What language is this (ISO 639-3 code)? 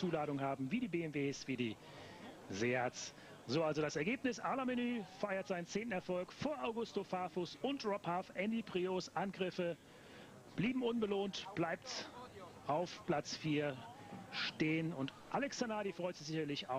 deu